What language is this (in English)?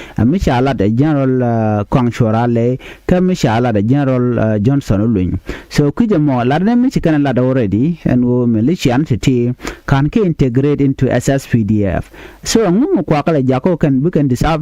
Nuer